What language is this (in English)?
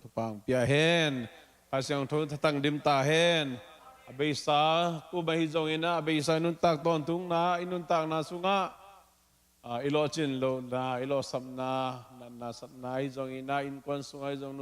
Tedim Chin